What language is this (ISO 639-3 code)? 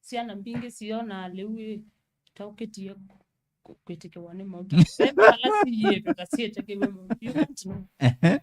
kam